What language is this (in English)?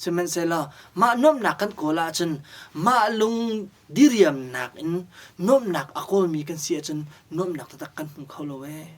Hakha Chin